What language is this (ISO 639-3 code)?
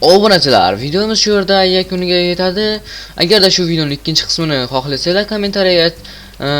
uzb